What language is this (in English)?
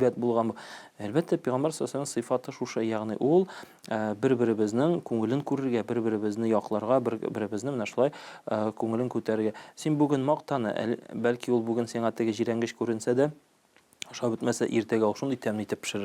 Tatar